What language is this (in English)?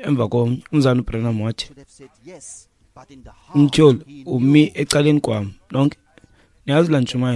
Xhosa